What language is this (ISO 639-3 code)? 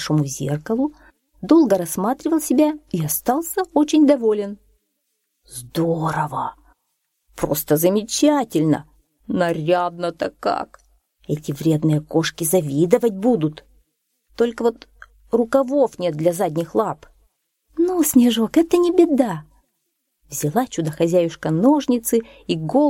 rus